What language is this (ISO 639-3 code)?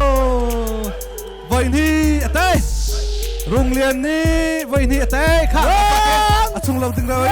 cnh